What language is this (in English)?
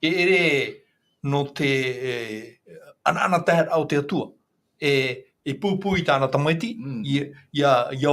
Tahitian